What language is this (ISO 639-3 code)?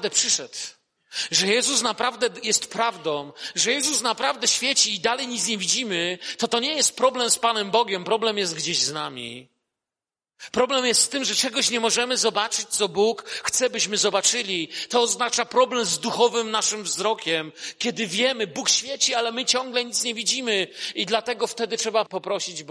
pol